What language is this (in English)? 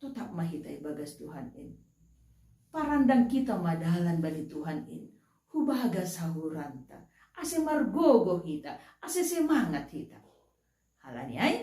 Batak Simalungun